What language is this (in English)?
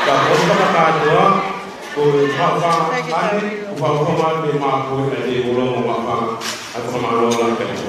Tongan